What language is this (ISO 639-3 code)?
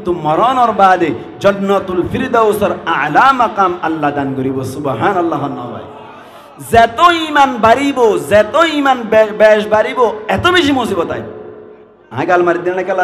rhg